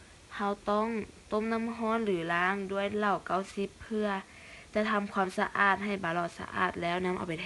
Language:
Lao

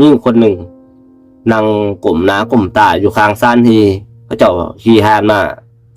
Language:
Lao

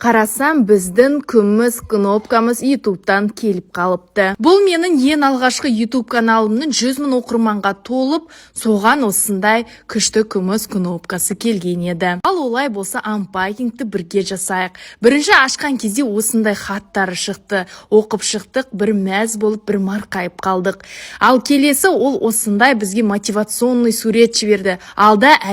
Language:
Kazakh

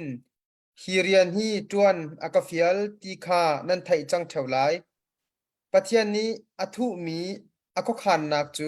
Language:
Hakha Chin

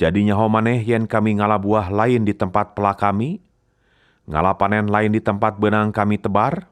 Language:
Sundanese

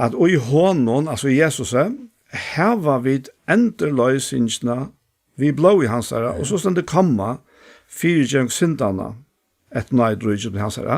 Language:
Faroese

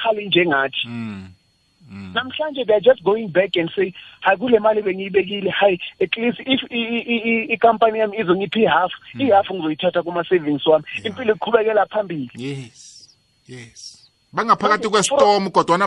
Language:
South Ndebele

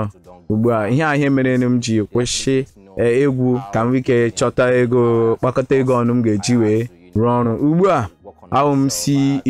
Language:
Igbo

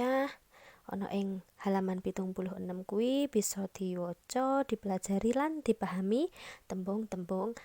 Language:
Javanese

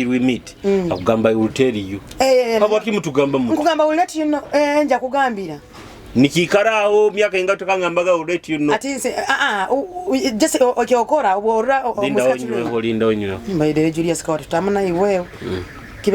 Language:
Nyoro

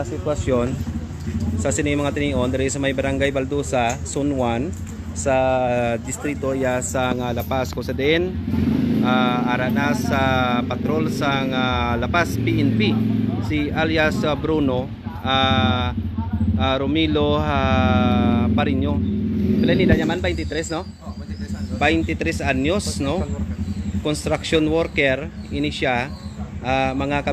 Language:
Hiligaynon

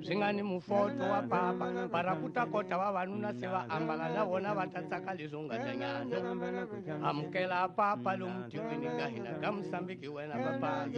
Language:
Tsonga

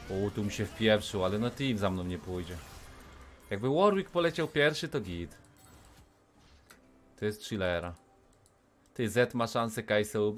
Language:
Polish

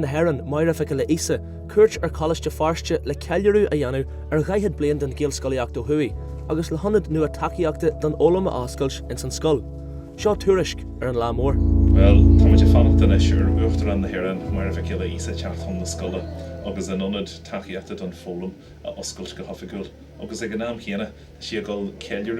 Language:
Irish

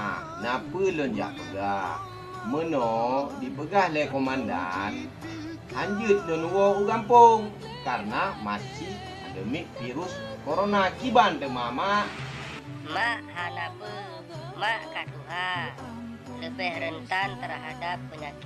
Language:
Achinese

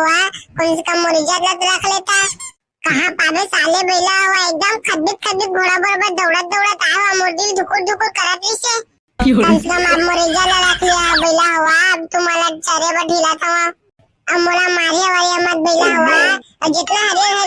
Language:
Chhattisgarhi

